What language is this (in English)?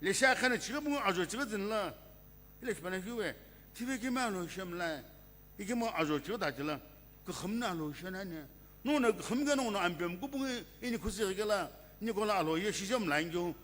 Sumi Naga